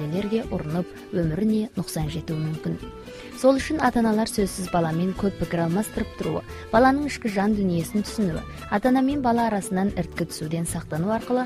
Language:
Kazakh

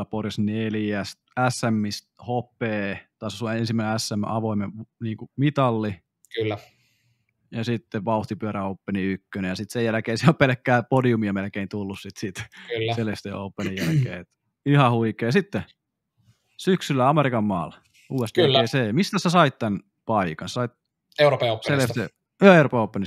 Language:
Finnish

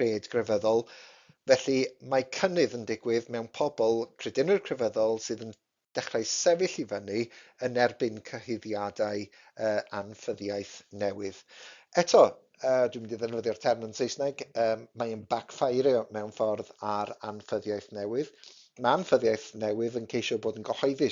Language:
Welsh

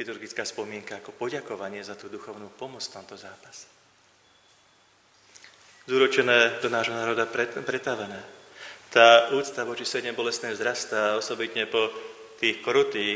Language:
Slovak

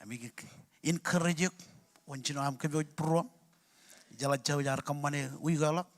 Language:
Marshallese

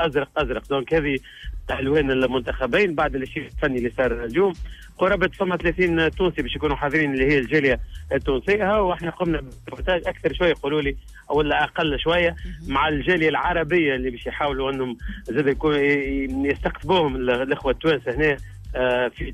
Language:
Tunisian Arabic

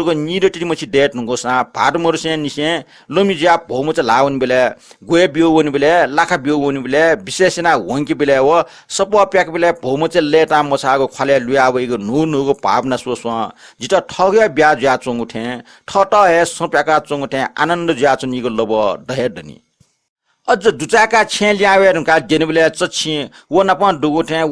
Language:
Newari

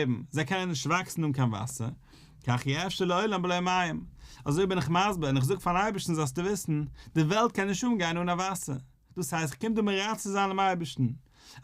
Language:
Yiddish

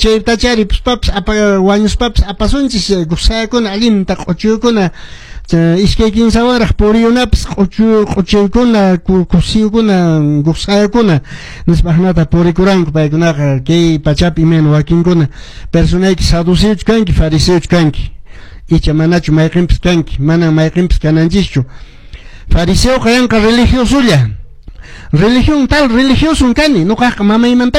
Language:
Quechua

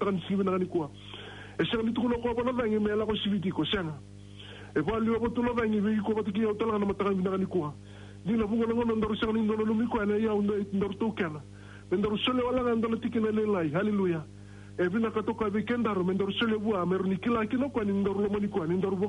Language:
Fijian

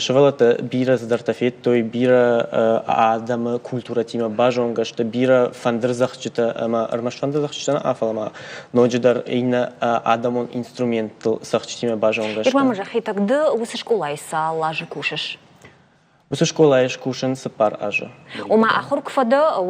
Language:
Ossetic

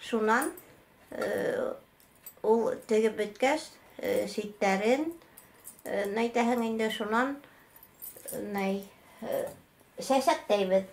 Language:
Bashkir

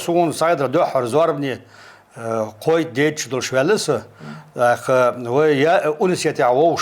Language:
Chechen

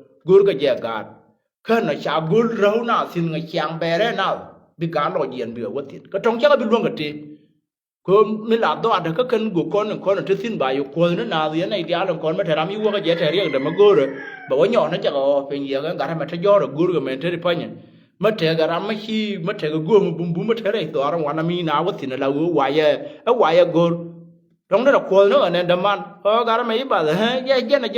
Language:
Nuer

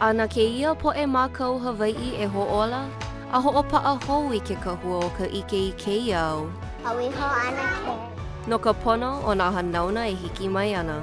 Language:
Hawaiian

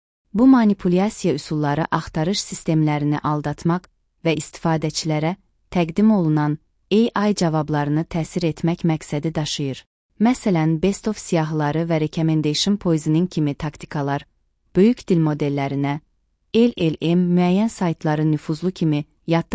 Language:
Azerbaijani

